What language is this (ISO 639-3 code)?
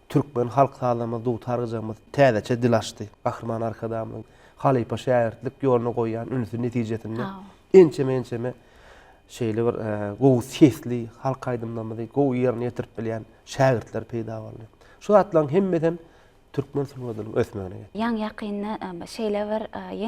tuk